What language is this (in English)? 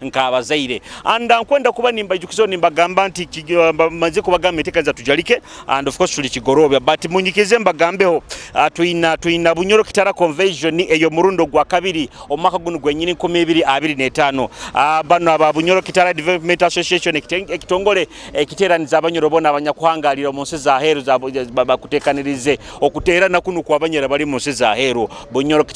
Nyoro